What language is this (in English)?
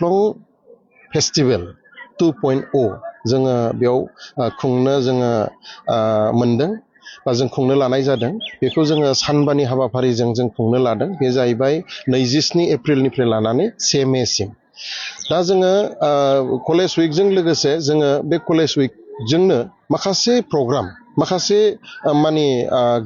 Bodo